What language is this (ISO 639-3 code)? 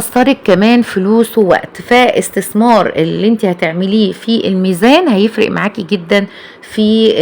arz